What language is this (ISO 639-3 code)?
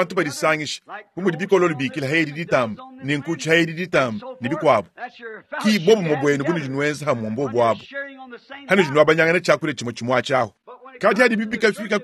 lua